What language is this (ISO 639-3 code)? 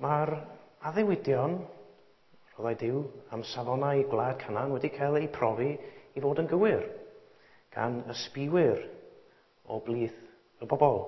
cym